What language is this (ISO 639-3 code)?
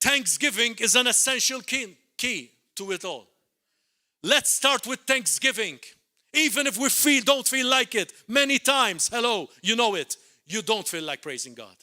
eng